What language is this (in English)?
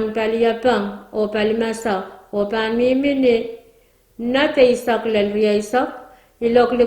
Pohnpeian